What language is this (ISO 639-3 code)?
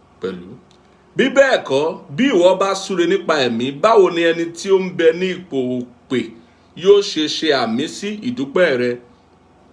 yor